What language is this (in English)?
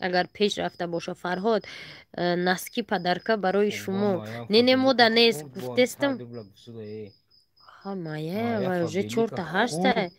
Tajik